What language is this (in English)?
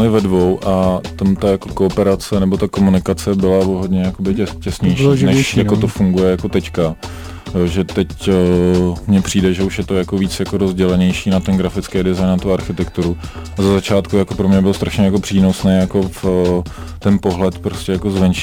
Czech